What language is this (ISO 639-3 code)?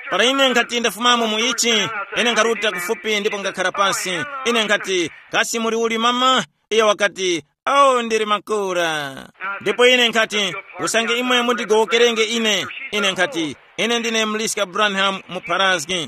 tum